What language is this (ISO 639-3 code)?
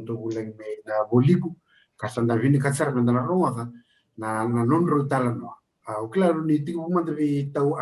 fij